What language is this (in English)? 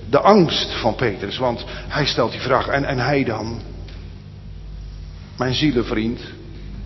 Dutch